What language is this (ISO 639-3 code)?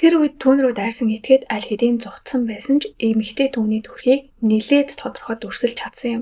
mon